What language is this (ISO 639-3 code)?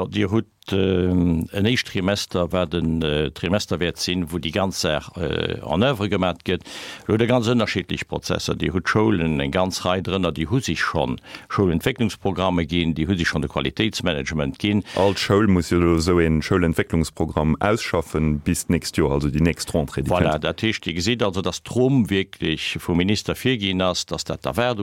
ltz